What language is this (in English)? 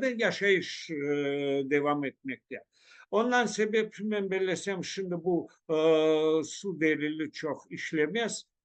Crimean Tatar